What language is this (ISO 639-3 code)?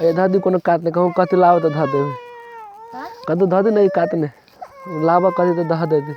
mai